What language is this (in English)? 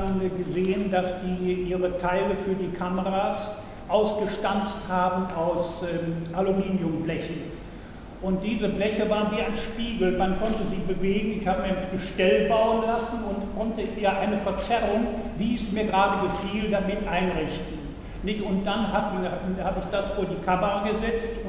German